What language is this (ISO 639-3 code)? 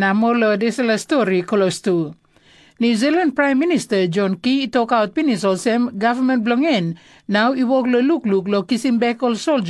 tpi